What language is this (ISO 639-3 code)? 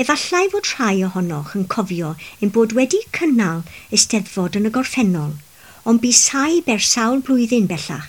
cym